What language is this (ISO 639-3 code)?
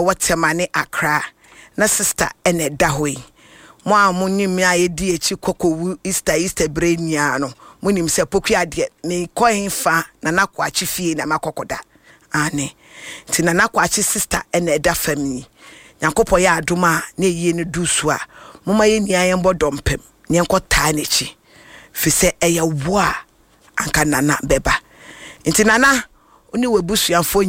aka